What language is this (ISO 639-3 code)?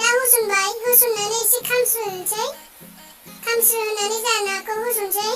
brx